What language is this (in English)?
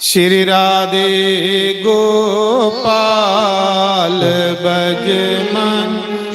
Dogri